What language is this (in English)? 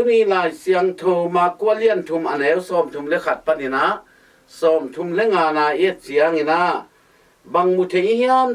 Tedim Chin